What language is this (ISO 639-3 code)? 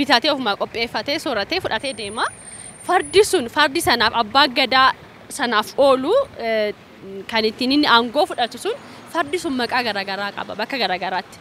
orm